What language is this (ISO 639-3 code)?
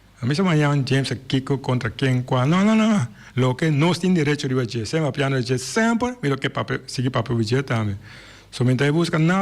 pap